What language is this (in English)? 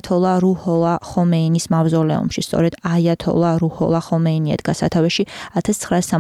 Georgian